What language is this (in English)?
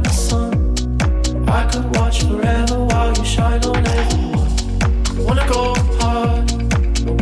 English